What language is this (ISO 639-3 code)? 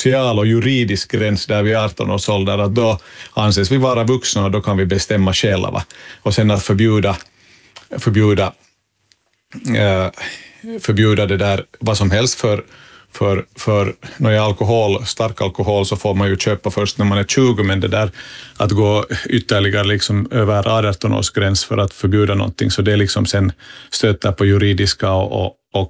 swe